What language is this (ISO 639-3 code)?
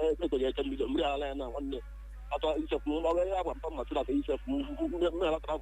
ibo